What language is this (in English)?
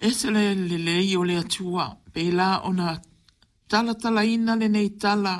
Samoan